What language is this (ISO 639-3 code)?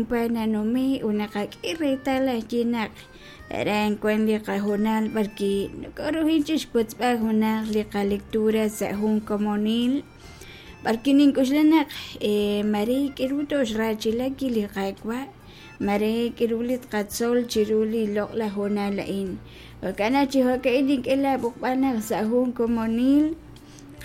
kek